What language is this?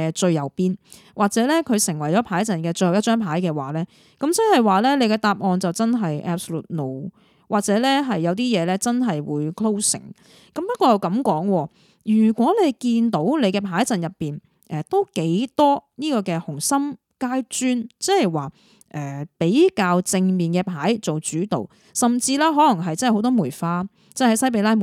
Cantonese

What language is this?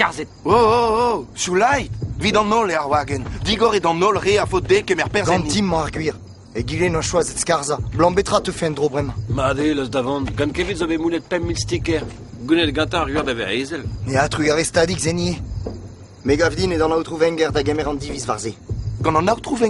Breton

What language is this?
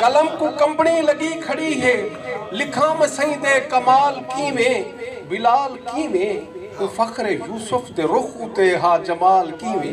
Saraiki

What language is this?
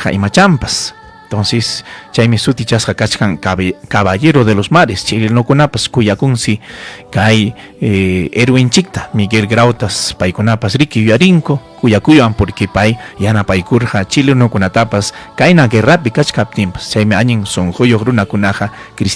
Ayacucho Quechua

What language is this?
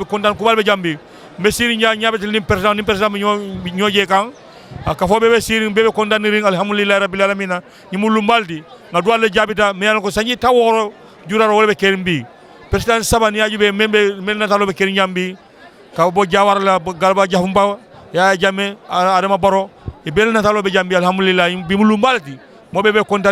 Fula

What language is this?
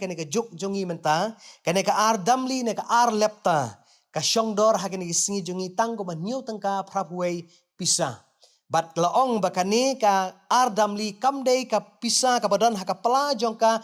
Khasi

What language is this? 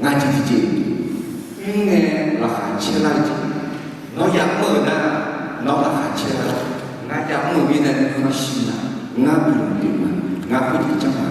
Akha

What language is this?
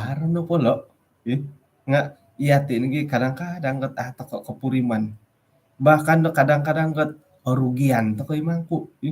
Central Dusun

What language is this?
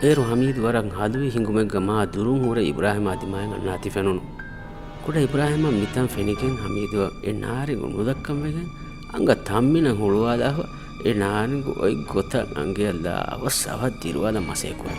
Divehi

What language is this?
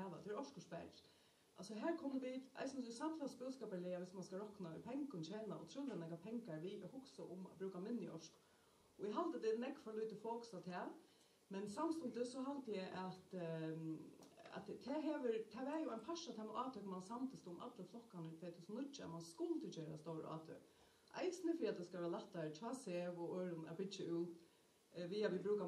Faroese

